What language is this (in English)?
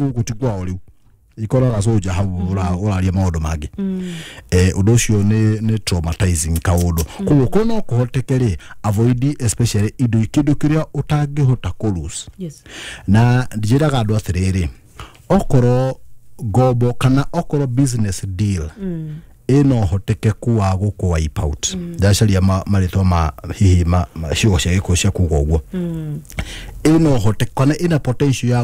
Kikuyu